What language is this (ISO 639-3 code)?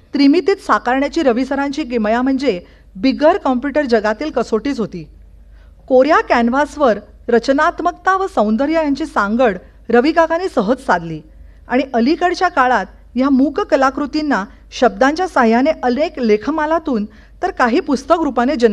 mar